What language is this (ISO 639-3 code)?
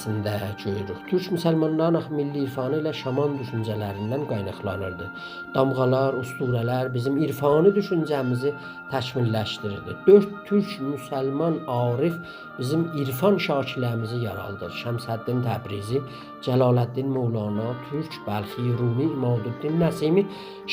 azb